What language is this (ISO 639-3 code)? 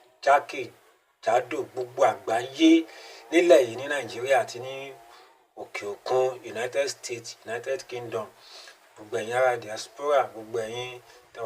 yor